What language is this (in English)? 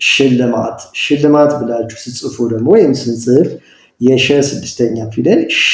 Amharic